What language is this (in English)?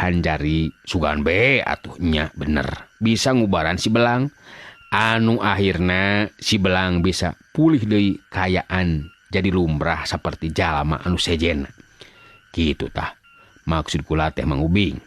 Sundanese